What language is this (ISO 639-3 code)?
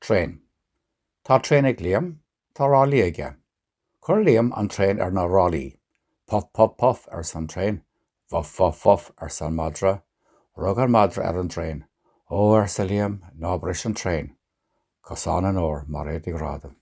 gle